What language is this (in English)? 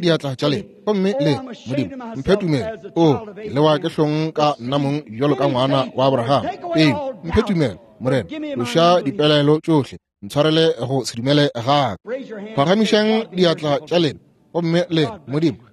Northern Sotho